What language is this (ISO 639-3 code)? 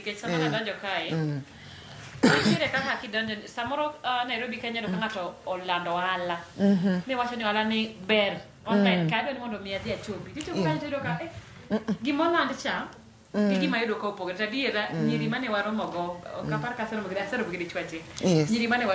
luo